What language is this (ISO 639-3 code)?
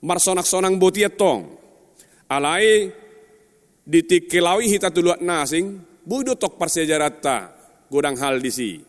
bbc